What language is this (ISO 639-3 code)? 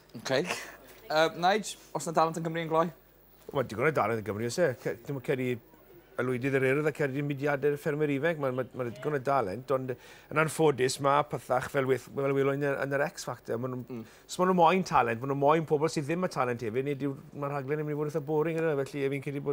cym